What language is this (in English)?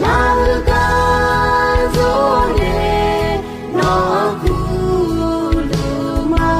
Akha